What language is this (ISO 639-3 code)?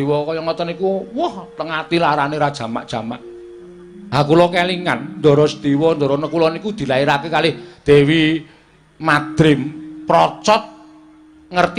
jav